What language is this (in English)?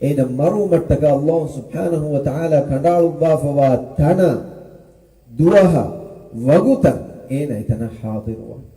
Divehi